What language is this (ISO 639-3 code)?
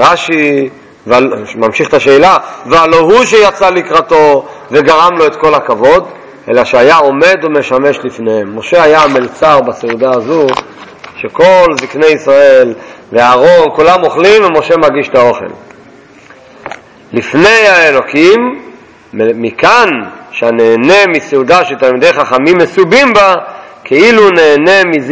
heb